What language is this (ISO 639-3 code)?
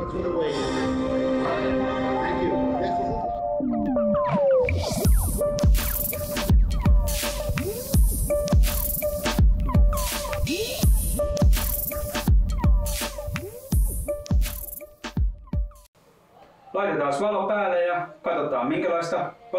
fin